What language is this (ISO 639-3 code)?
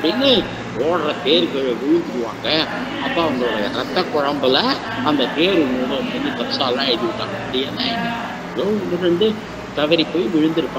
tam